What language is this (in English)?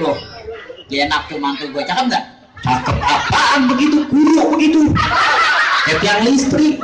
Betawi